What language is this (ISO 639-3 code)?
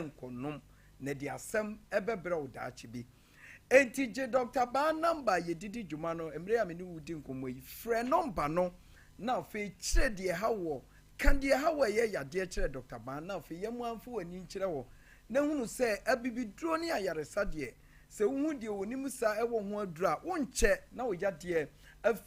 aka